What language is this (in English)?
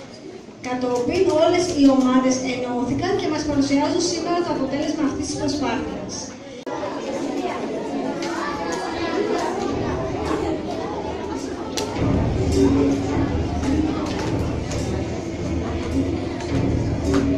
Greek